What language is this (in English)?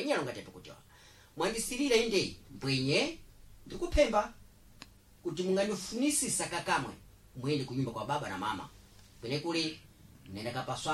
Sena